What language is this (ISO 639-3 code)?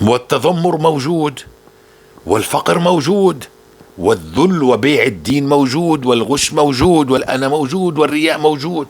apc